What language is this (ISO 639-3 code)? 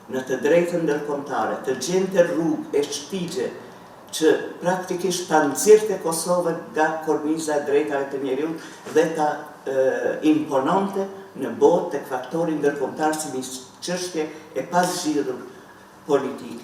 sqi